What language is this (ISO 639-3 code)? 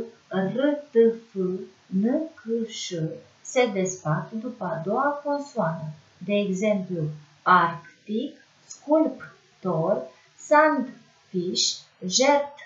ron